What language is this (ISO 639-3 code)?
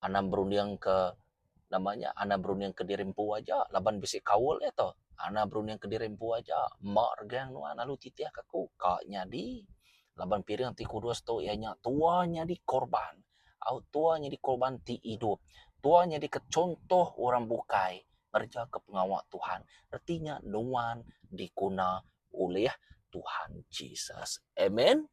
iba